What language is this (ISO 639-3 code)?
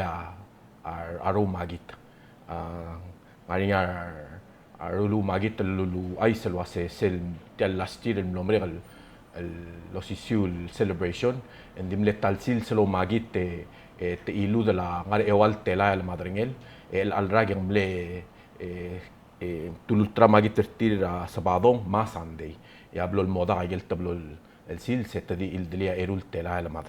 pau